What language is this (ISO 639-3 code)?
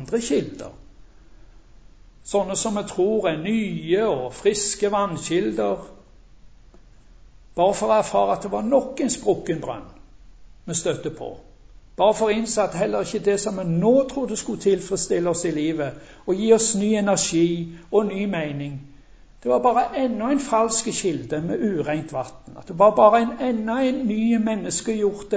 nor